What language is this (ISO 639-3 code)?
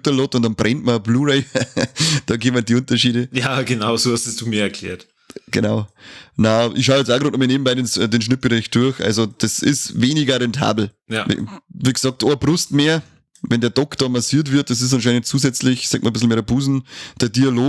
bar